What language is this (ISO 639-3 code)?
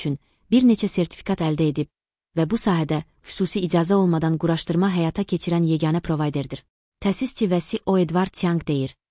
aze